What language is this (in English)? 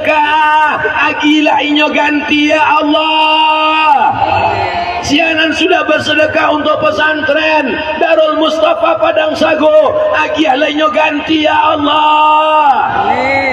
Minangkabau